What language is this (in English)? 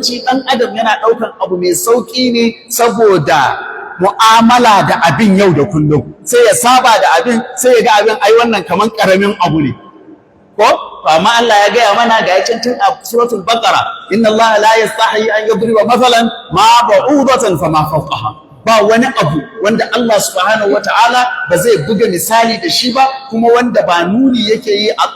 Hausa